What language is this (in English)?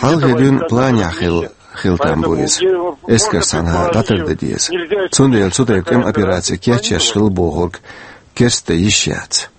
Chechen